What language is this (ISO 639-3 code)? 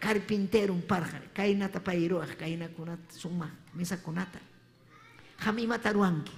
quy